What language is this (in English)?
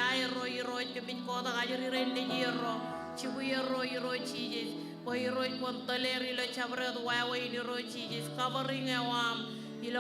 Marshallese